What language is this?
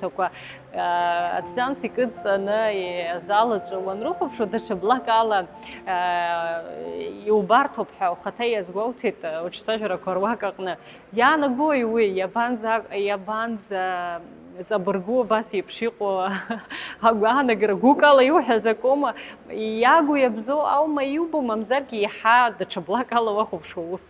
Abkhazian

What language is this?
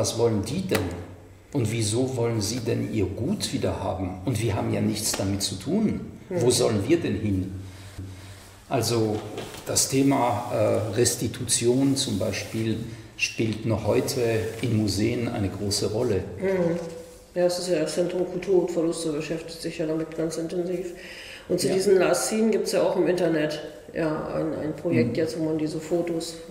German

